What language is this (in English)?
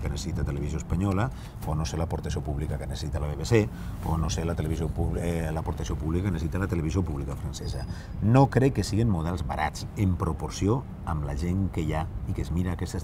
Catalan